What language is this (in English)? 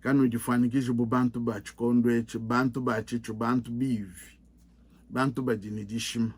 Luba-Lulua